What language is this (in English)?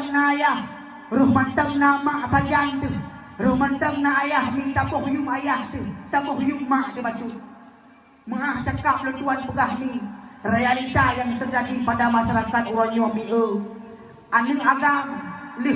Achinese